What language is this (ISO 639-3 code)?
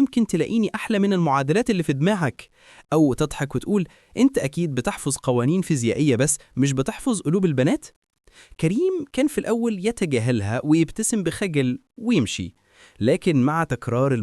arz